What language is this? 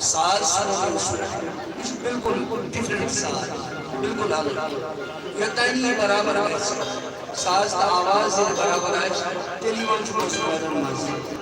Kashmiri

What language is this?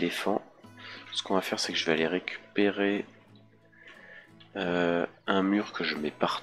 French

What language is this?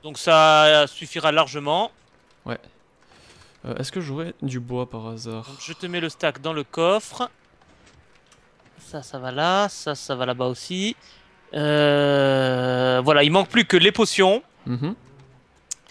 French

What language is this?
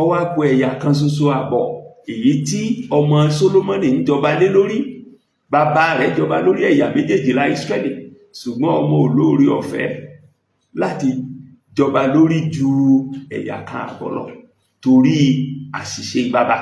Yoruba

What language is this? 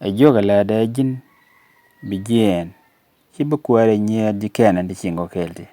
Nuer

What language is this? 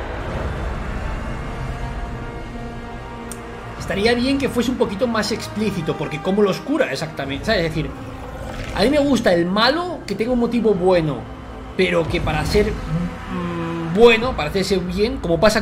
Spanish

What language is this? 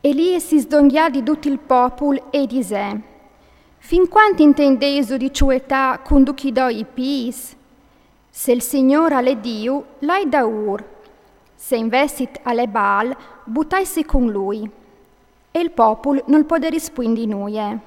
Friulian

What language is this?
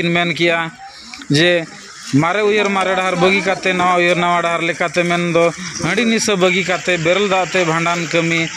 Santali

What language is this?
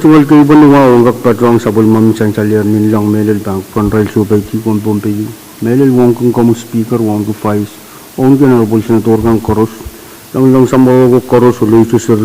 Pohnpeian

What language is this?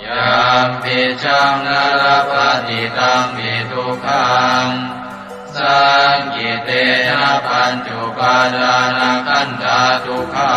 Pali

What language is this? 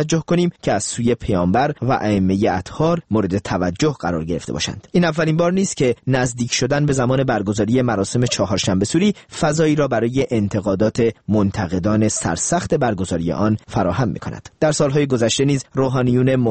Persian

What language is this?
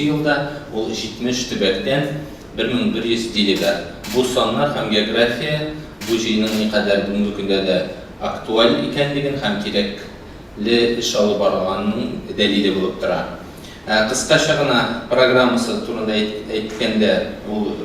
Tatar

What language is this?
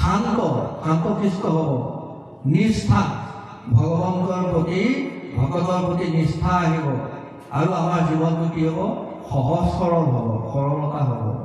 Assamese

